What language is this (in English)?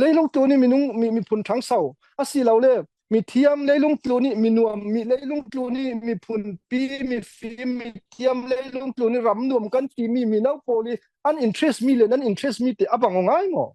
Falam Chin